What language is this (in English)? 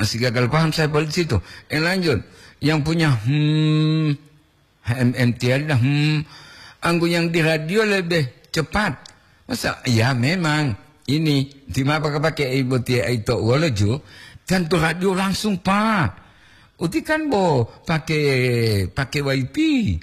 Gorontalo